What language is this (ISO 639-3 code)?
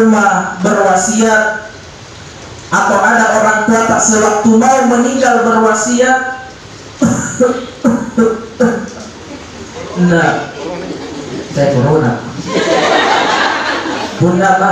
ind